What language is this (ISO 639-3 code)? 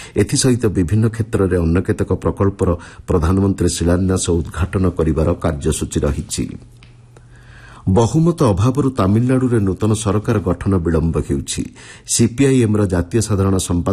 ori